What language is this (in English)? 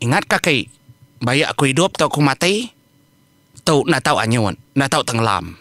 Iban